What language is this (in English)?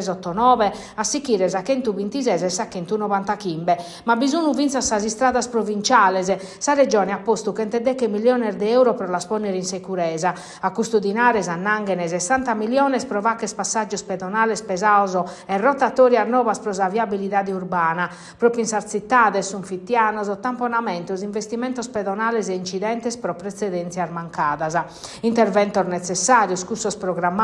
Sardinian